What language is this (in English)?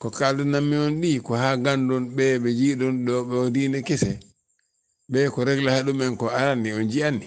Fula